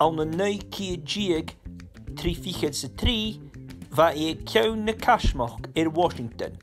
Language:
Scottish Gaelic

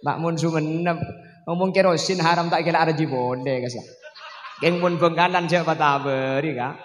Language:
Madurese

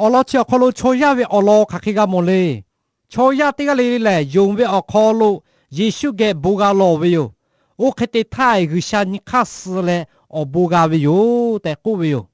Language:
Lahu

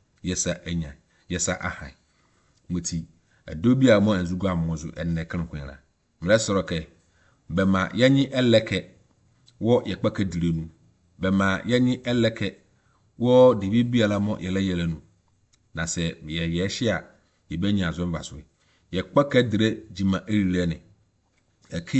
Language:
Akan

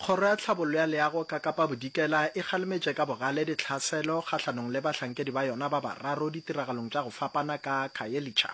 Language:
Northern Sotho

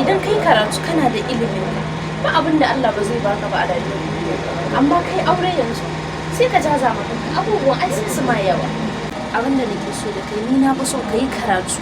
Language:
Hausa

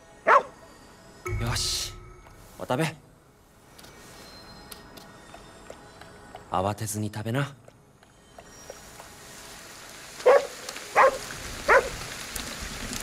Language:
Japanese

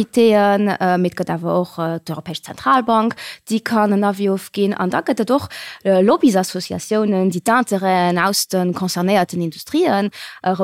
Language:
Luxembourgish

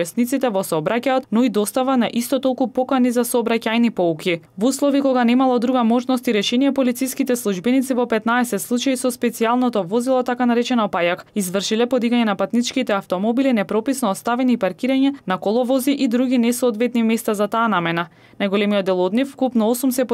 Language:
Macedonian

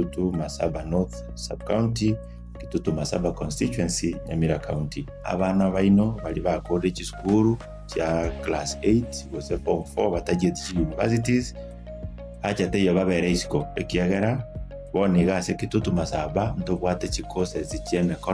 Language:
Gusii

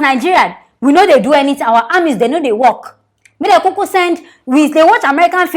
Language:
Nigerian Pidgin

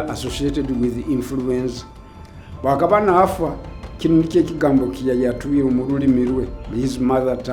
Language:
Nyoro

